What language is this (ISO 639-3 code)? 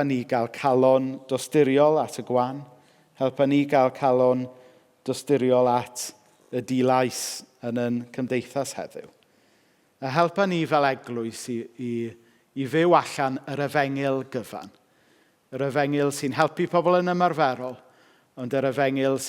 cym